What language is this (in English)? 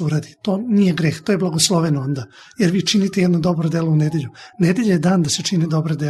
Serbian